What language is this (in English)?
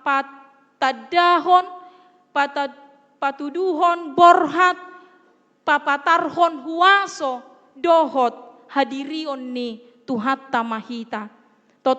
Batak Toba